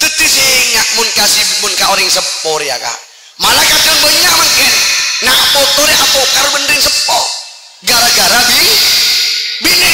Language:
Madurese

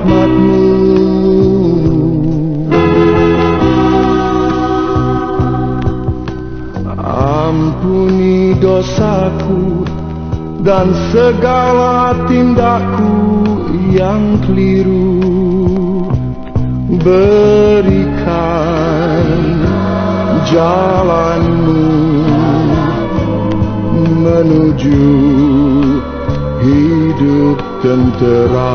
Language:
Indonesian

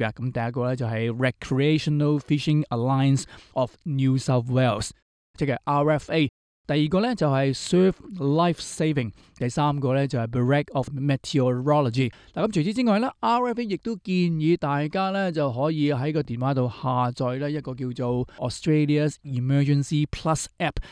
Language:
Cantonese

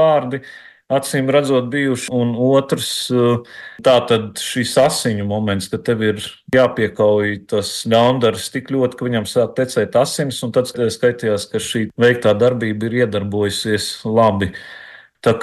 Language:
Latvian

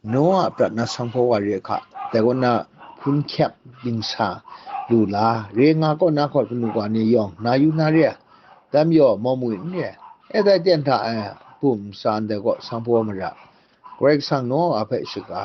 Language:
Kachin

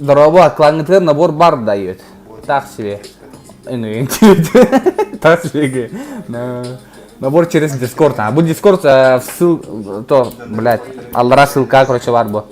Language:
Yakut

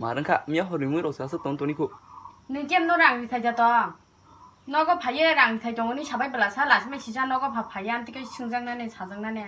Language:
Kok Borok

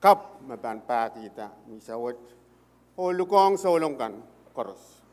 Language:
Pohnpeian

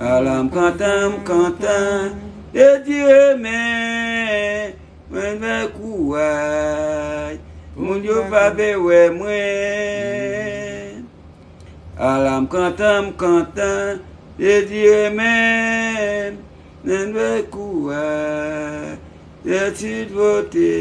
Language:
Haitian Creole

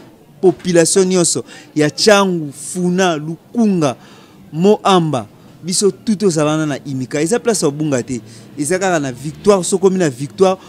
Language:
Lingala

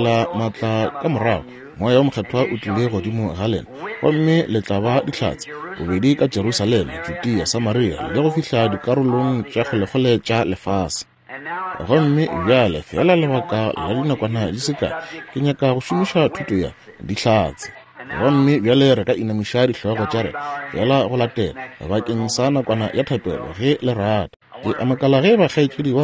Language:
Northern Sotho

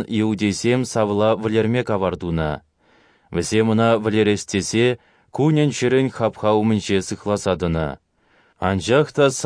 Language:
Chuvash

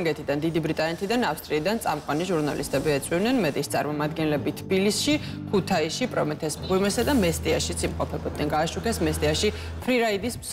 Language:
Georgian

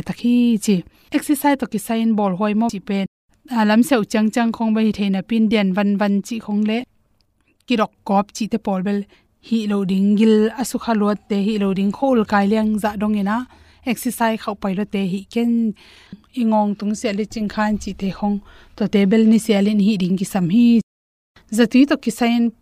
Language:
Tedim Chin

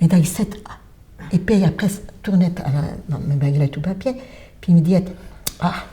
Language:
Occitan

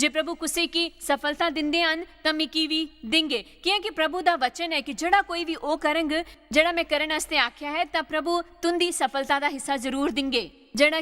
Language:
Dogri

